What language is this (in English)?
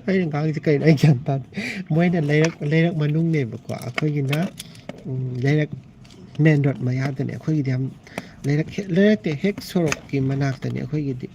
Manipuri